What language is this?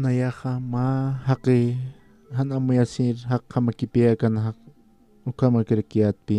Aymara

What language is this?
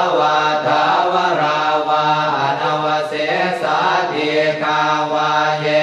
Pali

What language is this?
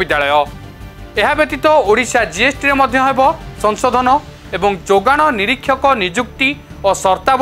Odia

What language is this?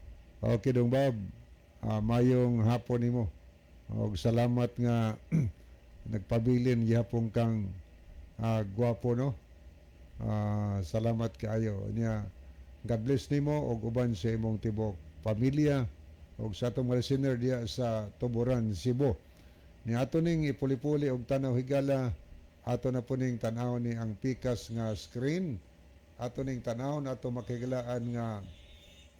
Cebuano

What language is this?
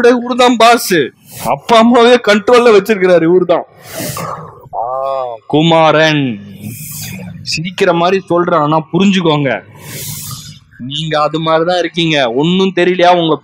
Tamil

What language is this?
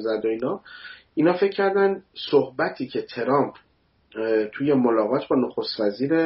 Persian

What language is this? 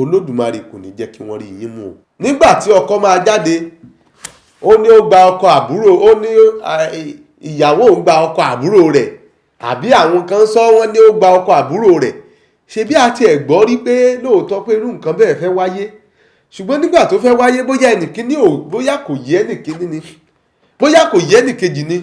Yoruba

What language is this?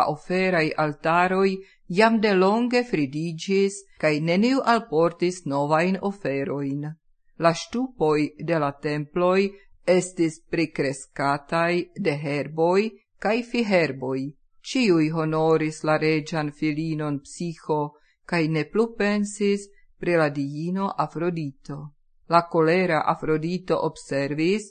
Esperanto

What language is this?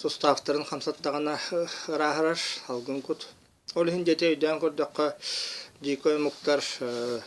Yakut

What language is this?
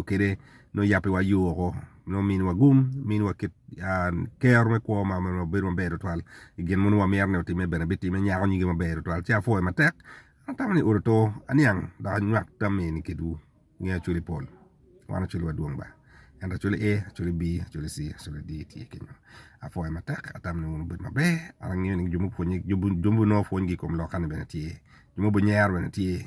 Acoli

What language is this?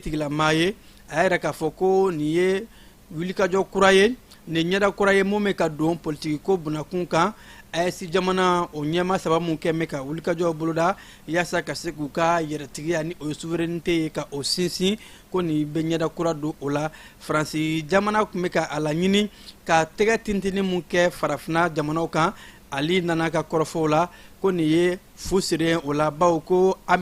Bambara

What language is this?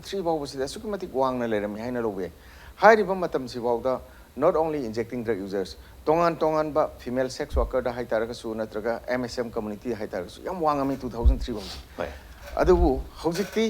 Manipuri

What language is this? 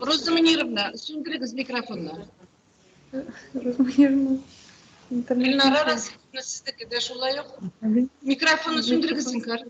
Tatar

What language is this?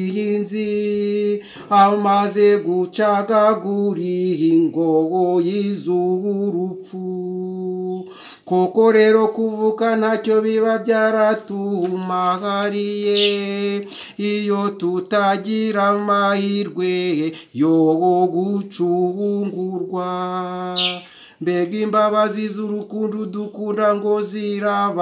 Kinyarwanda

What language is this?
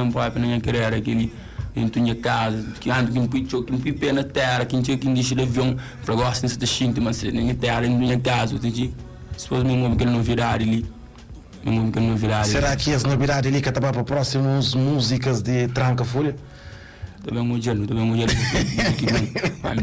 Kabuverdianu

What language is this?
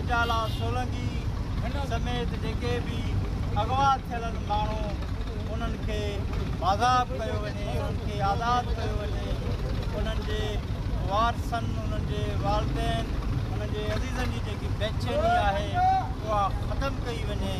Sindhi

